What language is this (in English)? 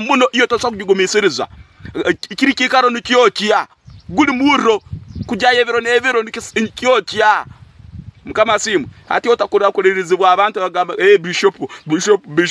Tooro